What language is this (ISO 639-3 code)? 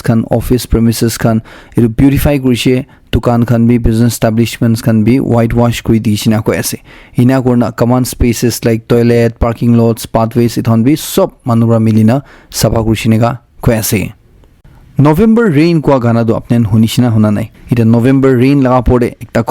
nag